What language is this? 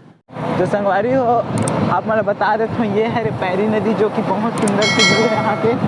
Chhattisgarhi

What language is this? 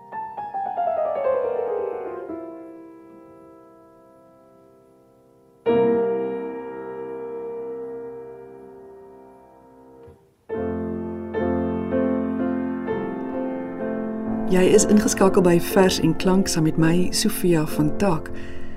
Afrikaans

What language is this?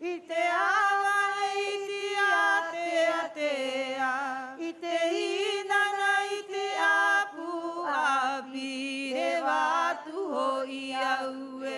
Rapanui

